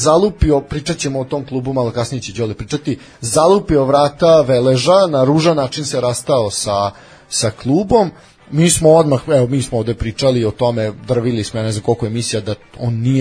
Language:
Serbian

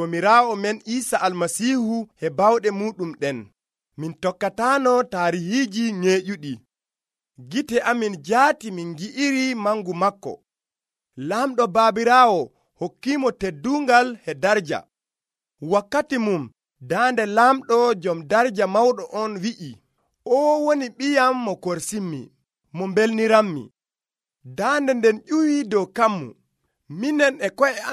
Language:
Nigerian Fulfulde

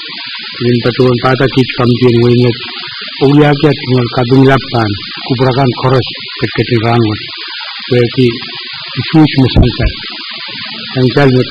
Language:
Pohnpeian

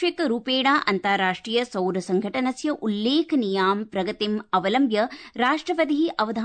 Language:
Sanskrit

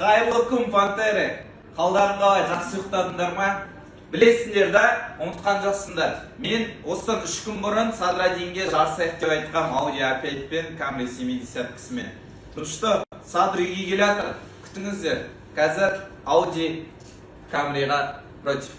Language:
Kazakh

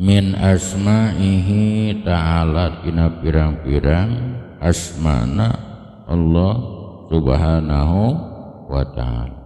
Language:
Sundanese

